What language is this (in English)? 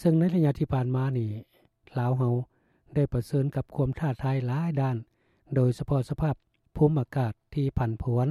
Lao